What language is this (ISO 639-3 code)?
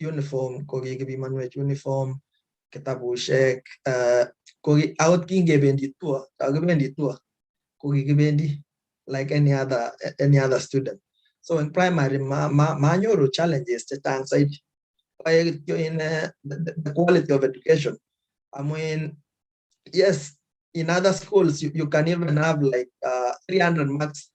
kln